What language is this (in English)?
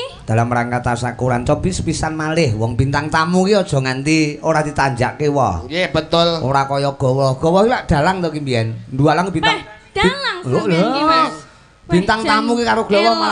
Javanese